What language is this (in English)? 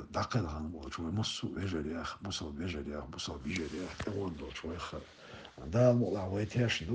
Chechen